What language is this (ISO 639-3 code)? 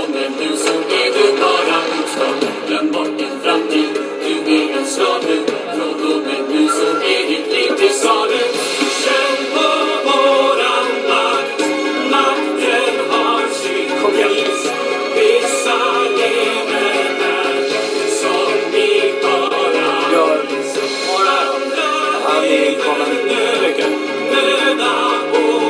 swe